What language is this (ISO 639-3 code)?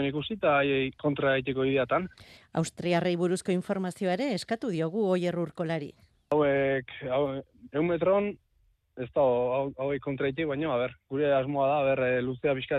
eus